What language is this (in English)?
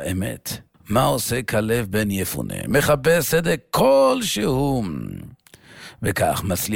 Hebrew